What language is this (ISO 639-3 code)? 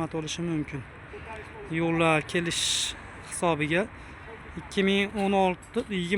uzb